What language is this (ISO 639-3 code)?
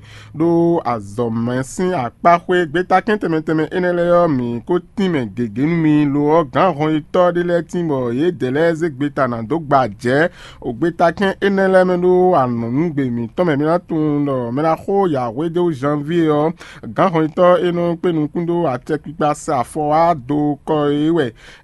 fon